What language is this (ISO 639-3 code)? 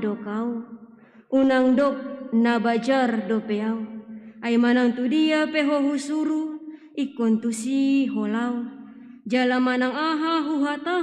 bbc